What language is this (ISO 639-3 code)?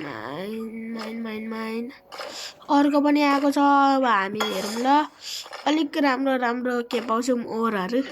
nep